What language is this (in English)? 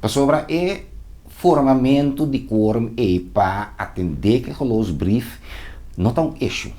Papiamento